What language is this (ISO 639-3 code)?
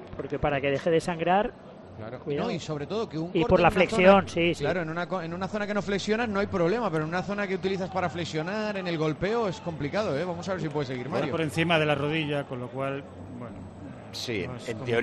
spa